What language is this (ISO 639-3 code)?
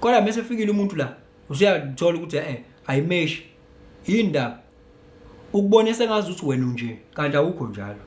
zul